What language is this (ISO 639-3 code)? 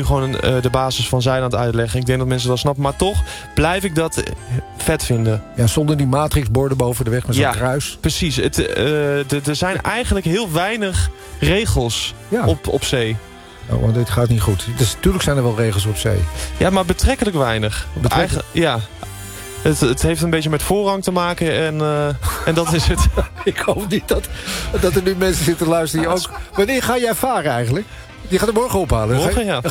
nld